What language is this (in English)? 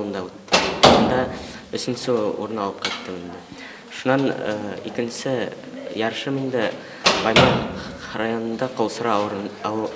Bashkir